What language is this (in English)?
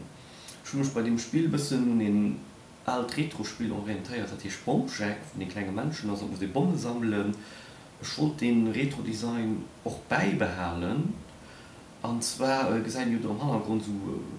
Luxembourgish